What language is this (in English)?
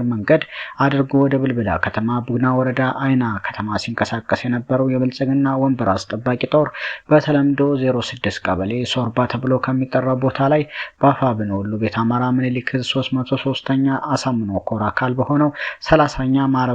Amharic